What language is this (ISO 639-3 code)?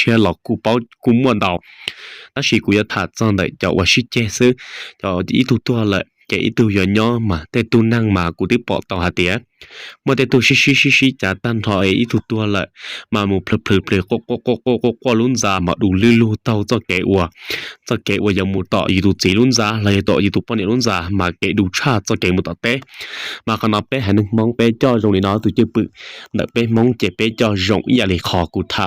hmn